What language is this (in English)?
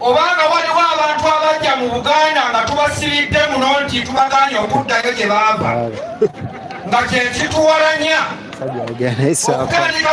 Ganda